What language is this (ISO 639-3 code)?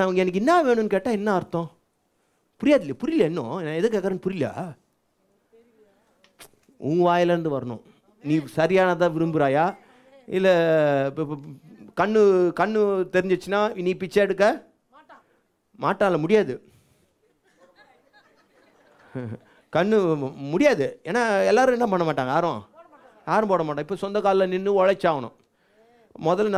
tam